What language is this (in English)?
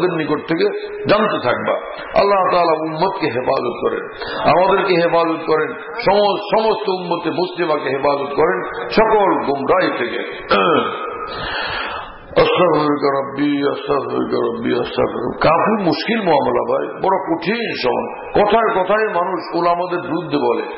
Bangla